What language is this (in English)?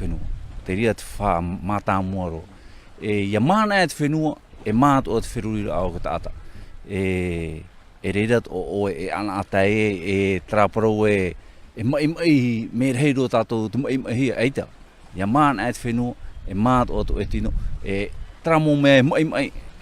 Tahitian